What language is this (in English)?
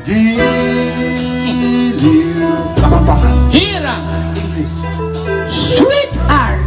Pampanga